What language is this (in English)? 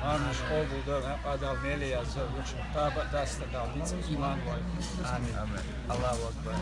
Chechen